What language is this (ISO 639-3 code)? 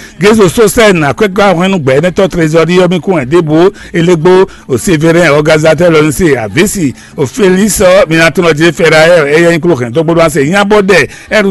fon